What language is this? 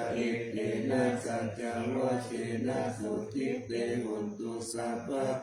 Pali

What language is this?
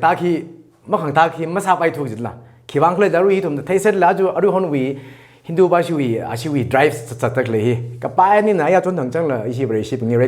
Tangkhul Naga (India)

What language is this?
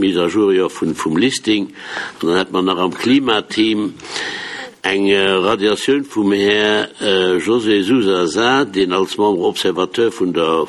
Luxembourgish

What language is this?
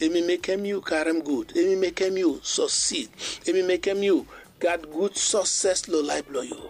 Bislama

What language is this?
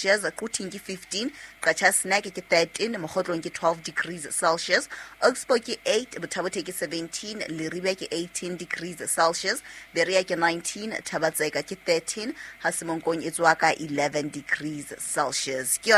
Southern Sotho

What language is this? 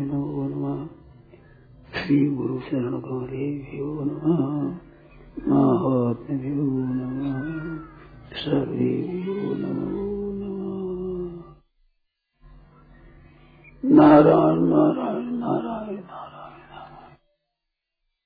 Hindi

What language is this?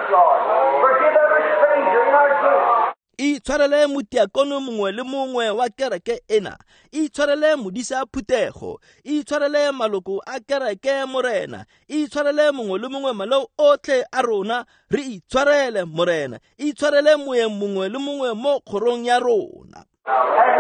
Tswana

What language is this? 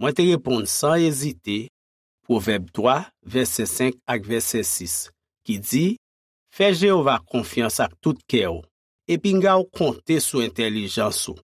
Haitian Creole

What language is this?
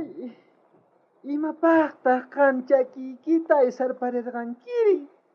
South Bolivian Quechua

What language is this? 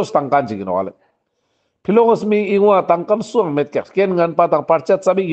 Ladakhi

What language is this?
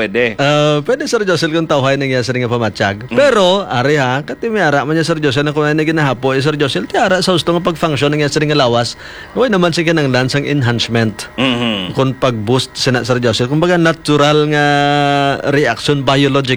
Hiligaynon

